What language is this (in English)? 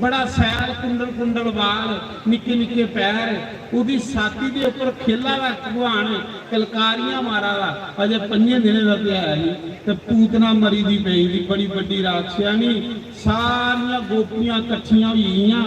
Dogri